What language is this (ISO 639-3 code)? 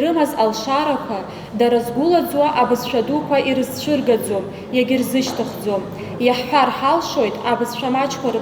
abk